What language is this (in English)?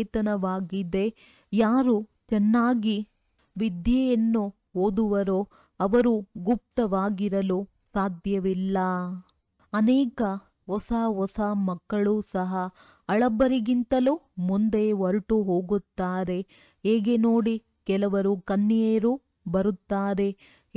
Kannada